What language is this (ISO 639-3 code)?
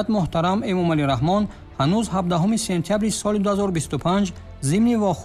tgk